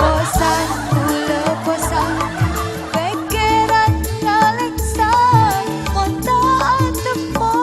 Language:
Madurese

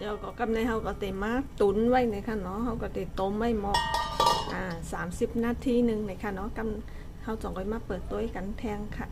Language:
Shan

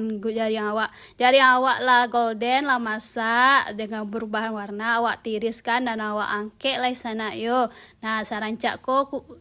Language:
Minangkabau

